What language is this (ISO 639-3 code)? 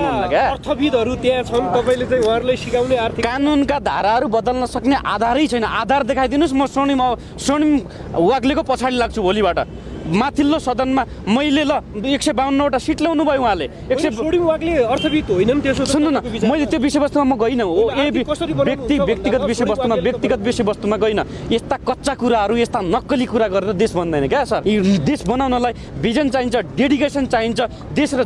nep